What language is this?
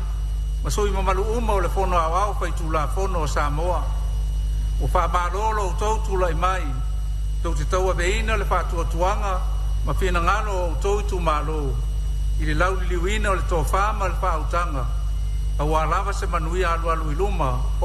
Samoan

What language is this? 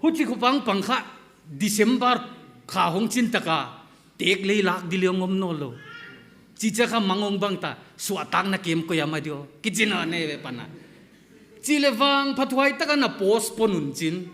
Paite Chin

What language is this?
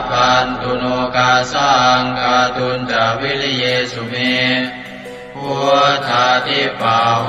Pali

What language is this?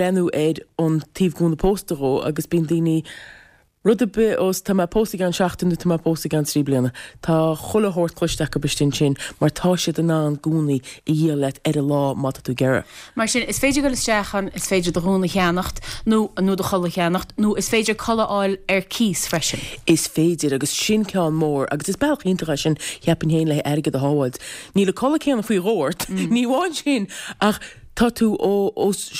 Irish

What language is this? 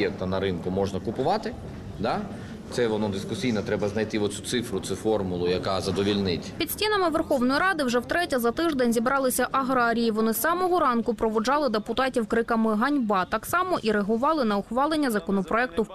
Ukrainian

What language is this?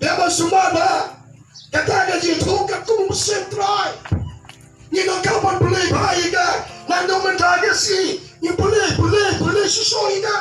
Khasi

